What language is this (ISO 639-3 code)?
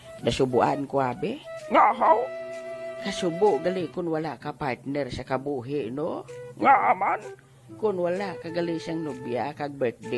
hil